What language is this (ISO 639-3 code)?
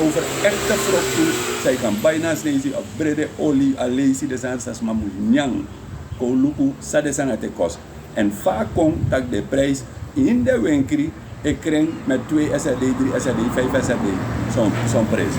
srn